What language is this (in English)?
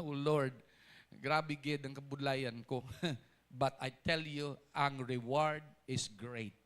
Hiligaynon